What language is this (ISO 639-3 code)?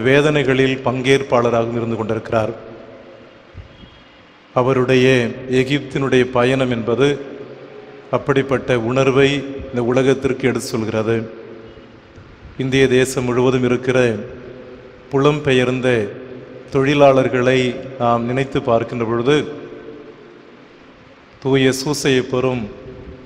tam